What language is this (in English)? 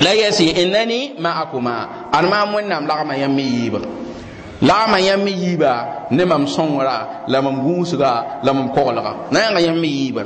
Mossi